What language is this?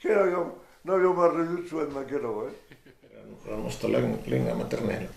Occitan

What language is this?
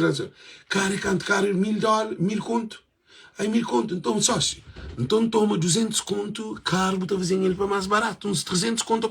Kabuverdianu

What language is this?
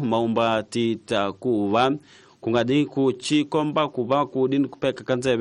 Tsonga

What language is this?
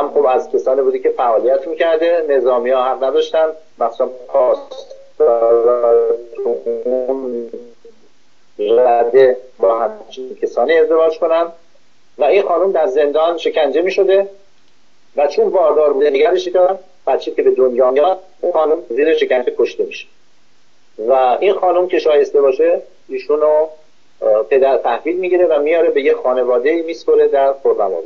Persian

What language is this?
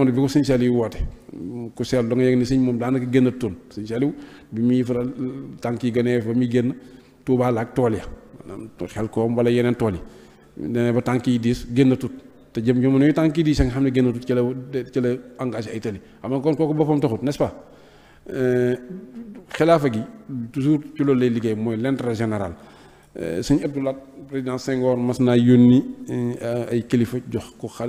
Wolof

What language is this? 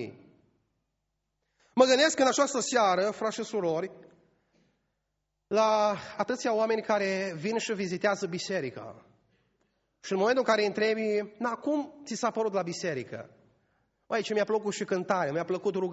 Romanian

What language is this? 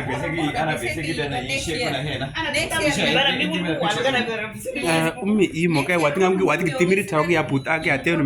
Uduk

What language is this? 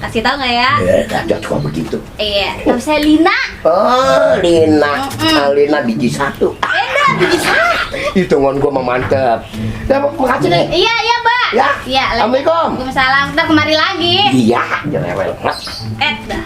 Betawi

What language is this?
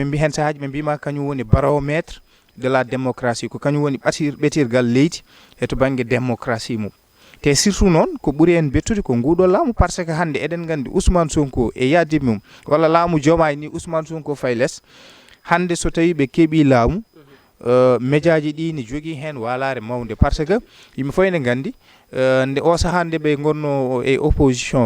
Fula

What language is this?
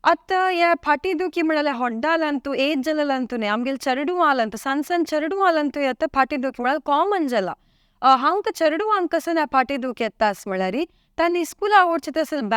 Konkani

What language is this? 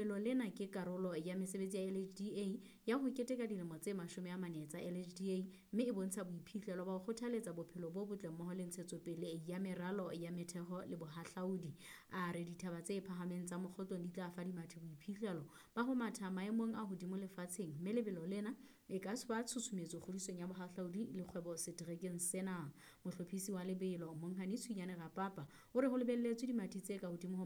Southern Sotho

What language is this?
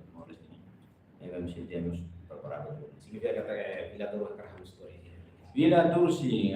Tetum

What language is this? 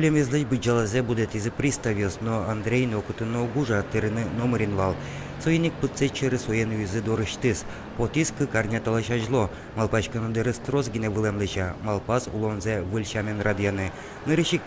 Udmurt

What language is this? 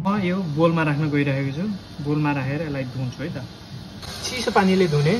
Nepali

